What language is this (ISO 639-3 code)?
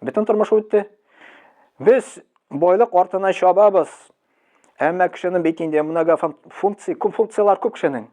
tat